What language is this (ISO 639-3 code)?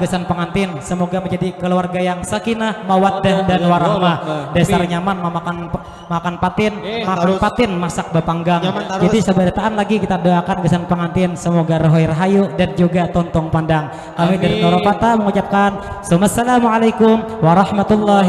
bjn